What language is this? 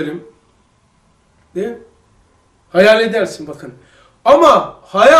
Turkish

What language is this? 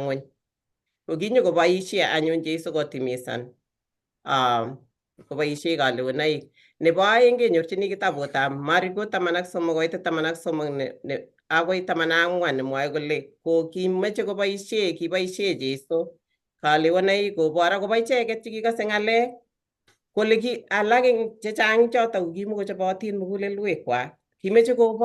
Kalenjin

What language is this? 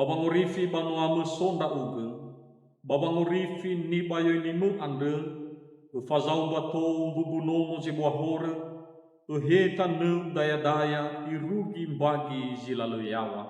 Nias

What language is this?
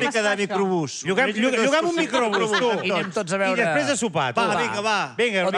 Catalan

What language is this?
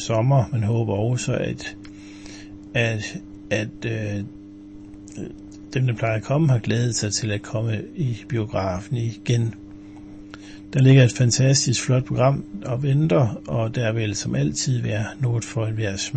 Danish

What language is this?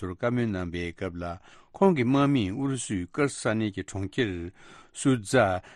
Tibetan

